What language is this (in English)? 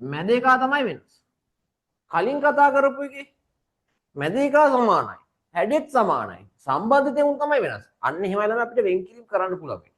Sinhala